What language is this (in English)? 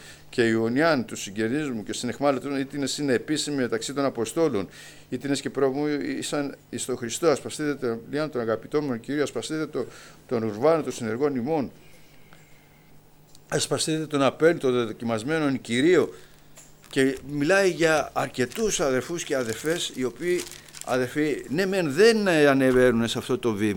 Greek